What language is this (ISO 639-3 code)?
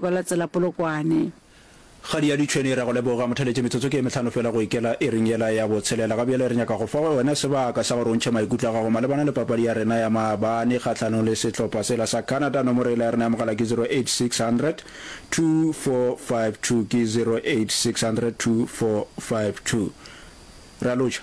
nso